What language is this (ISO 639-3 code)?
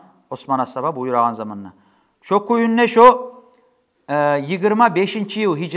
kum